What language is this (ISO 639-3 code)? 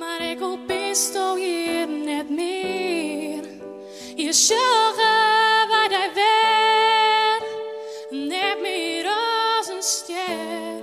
fry